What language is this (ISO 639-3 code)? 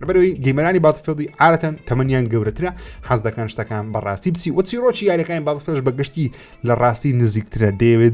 ckb